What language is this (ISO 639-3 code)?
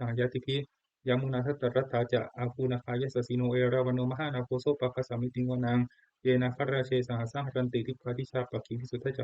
pli